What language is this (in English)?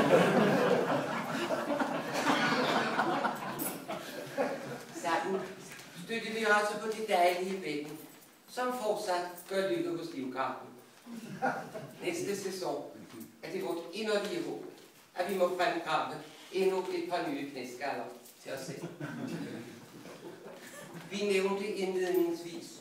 Danish